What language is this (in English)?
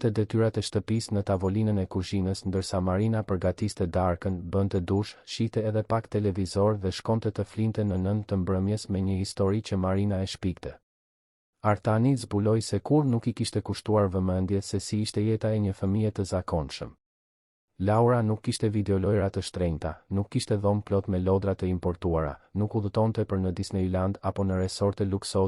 Albanian